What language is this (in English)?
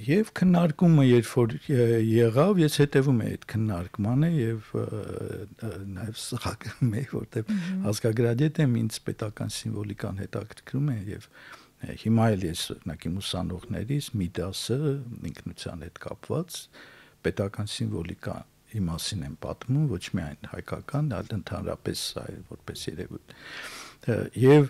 Armenian